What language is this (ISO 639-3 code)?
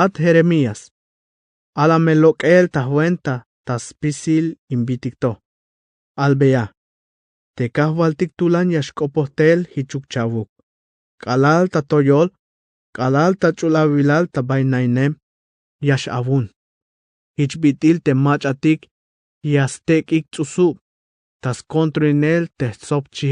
tzh